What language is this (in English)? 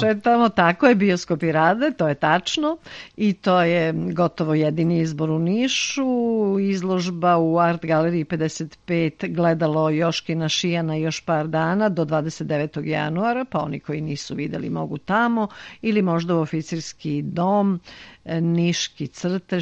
Serbian